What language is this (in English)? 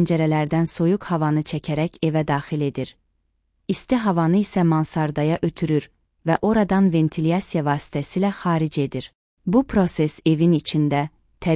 Azerbaijani